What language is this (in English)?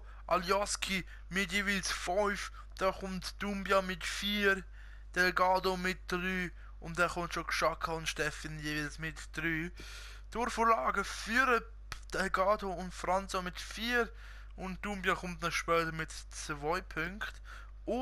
Swiss German